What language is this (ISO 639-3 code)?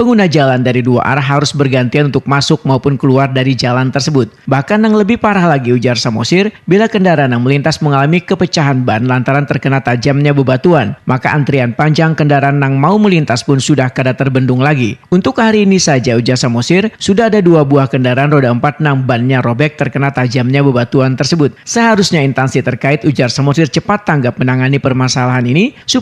bjn